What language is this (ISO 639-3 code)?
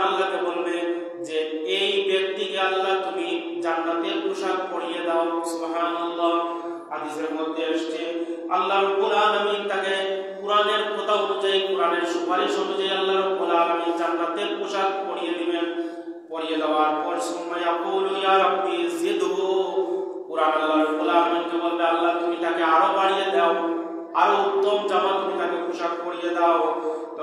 ben